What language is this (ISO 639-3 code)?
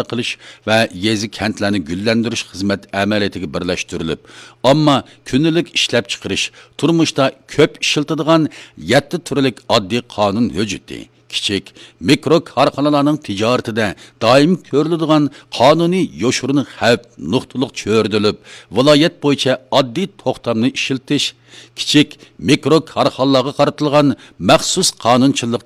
uig